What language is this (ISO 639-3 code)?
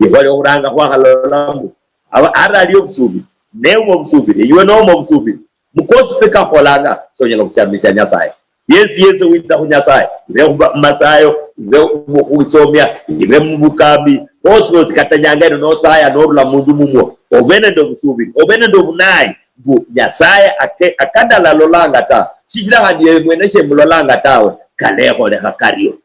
luy